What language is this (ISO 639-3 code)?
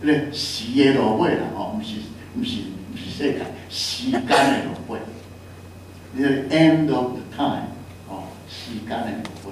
nan